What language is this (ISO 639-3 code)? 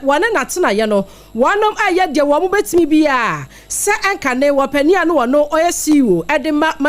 aka